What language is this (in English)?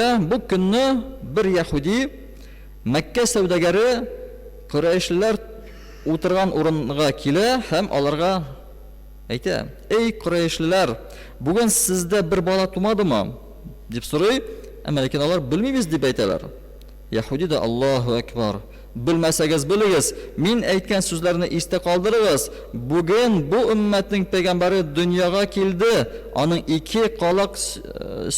Tatar